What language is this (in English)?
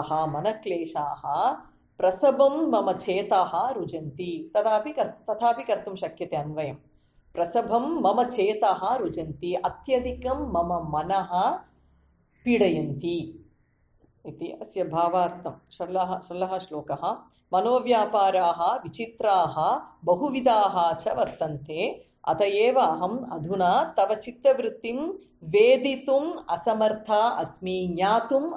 Sanskrit